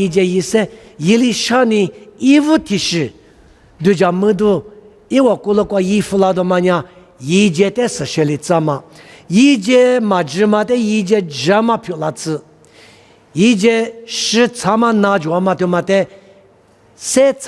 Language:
Lisu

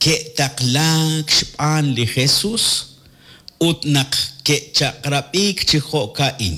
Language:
Kekchí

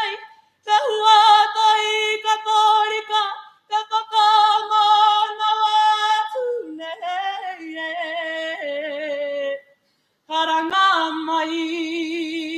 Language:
Māori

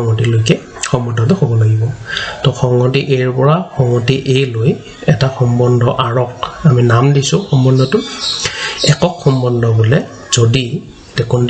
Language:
Assamese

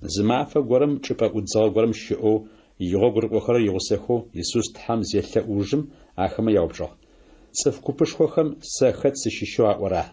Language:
Adyghe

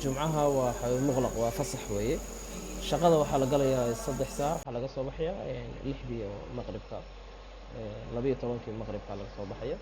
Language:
Somali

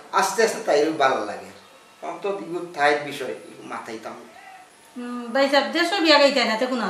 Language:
Sylheti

